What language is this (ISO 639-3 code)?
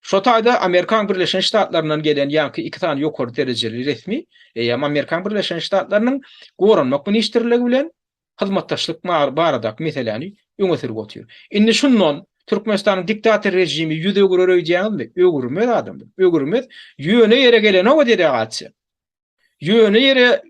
tuk